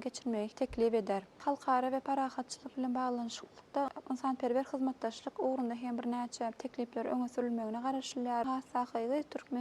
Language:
Turkmen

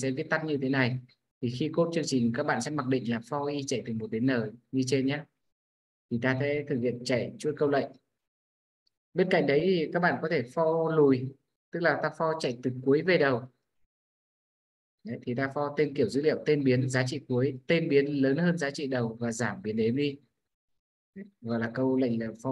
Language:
Vietnamese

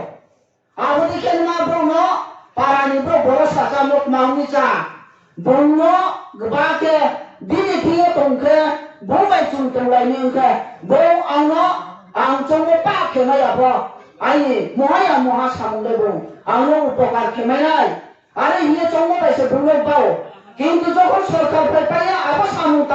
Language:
Riang (India)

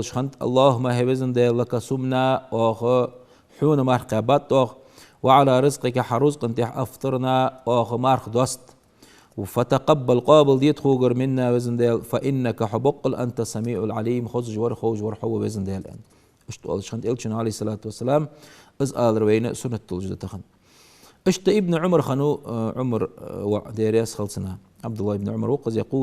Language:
Ingush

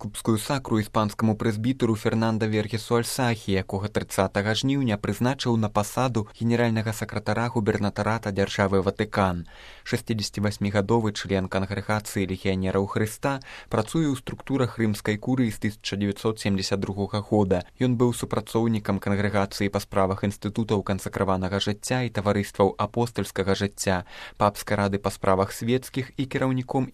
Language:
Belarusian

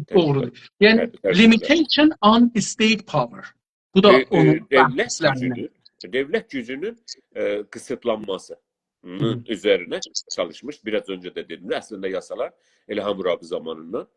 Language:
South Azerbaijani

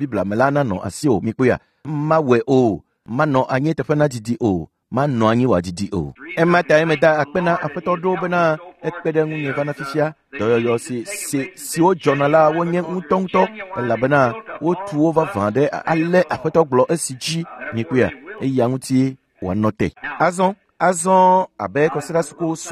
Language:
Ewe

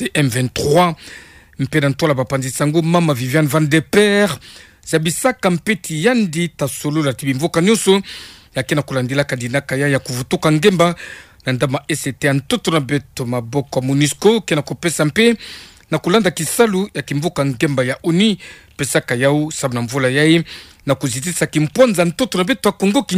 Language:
Kituba (Democratic Republic of Congo)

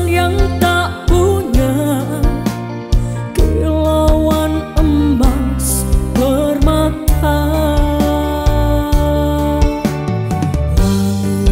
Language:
Indonesian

